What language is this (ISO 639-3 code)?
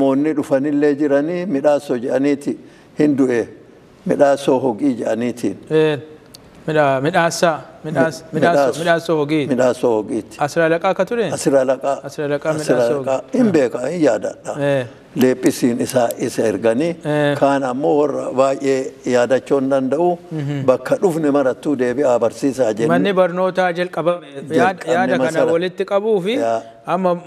orm